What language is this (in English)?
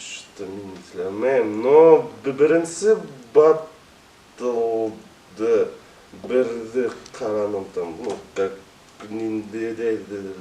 Bashkir